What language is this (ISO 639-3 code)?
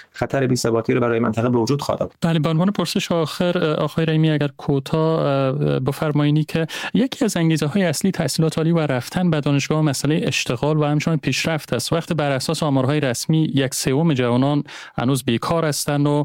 fas